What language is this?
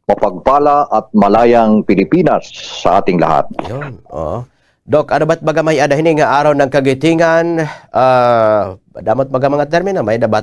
Waray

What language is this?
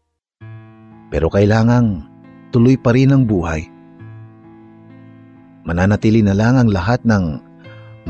Filipino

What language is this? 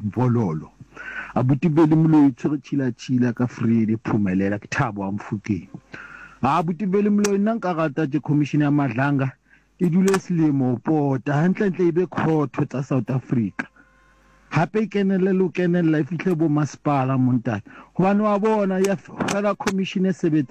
Southern Sotho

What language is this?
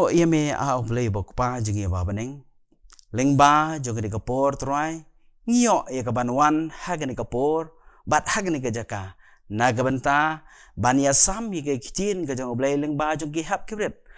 Khasi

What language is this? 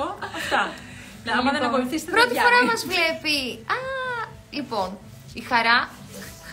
Greek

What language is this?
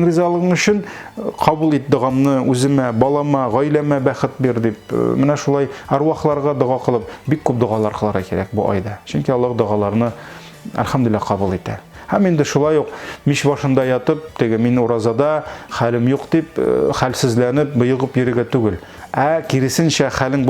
Tatar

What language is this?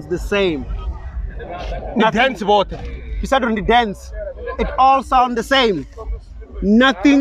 Venda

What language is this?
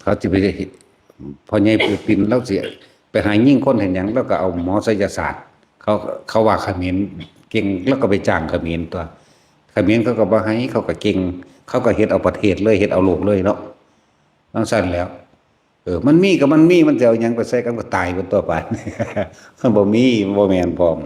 Northeastern Thai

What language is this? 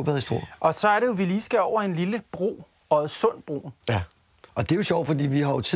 Danish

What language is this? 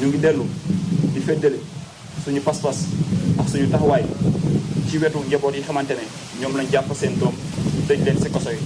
Wolof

